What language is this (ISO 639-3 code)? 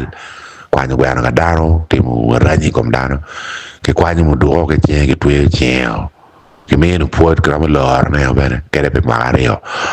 ach